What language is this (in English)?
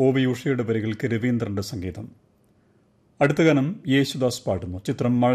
Malayalam